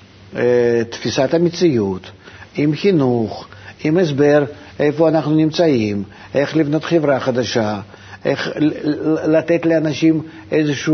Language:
Hebrew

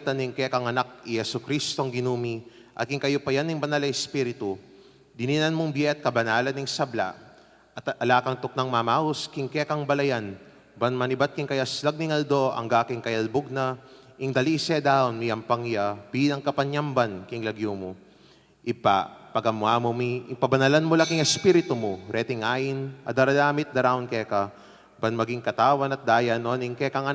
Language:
Pampanga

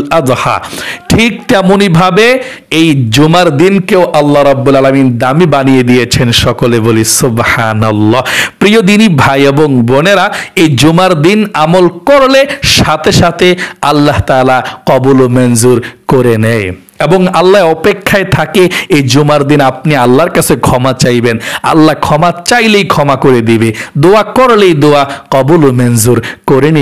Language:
Bangla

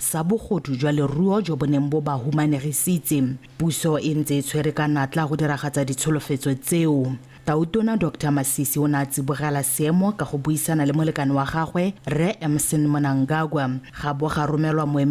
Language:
Tswana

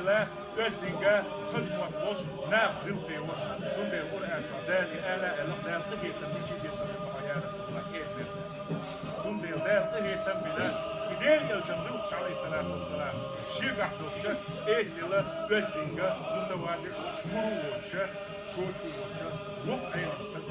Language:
Chechen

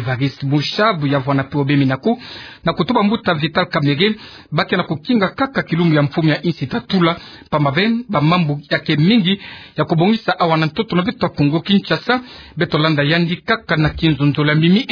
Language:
Kituba (Democratic Republic of Congo)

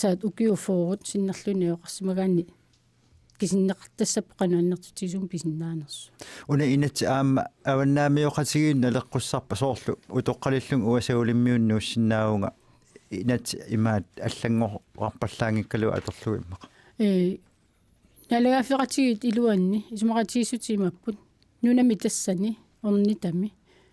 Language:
Kalaallisut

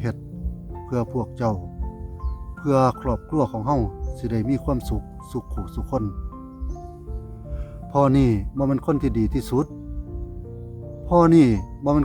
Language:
Lao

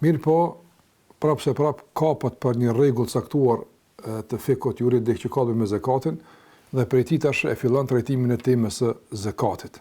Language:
Albanian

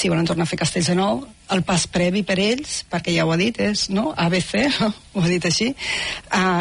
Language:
Catalan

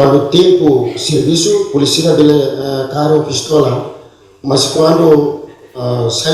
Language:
Tetum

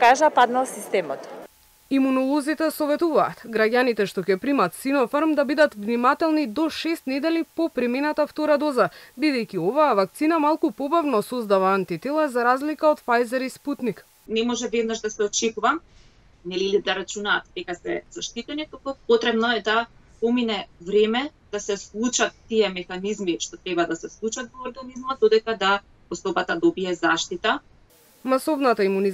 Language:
Macedonian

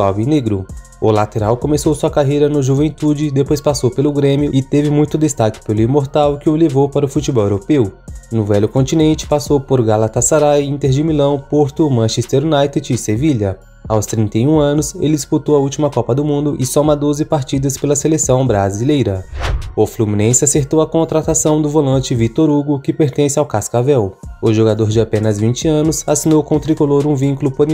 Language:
Portuguese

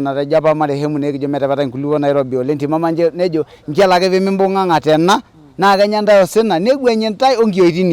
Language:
Masai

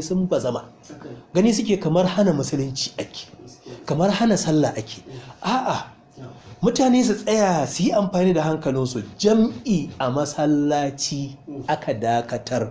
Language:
Hausa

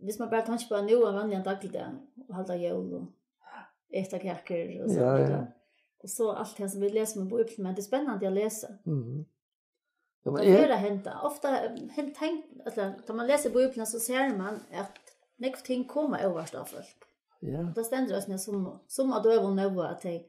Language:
Faroese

